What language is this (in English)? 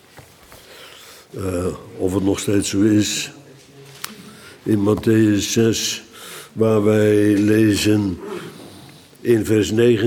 Dutch